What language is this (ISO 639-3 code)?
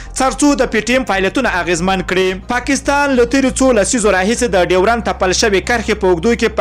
pus